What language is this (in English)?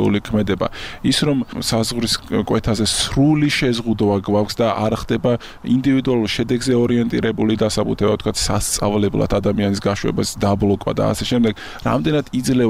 Georgian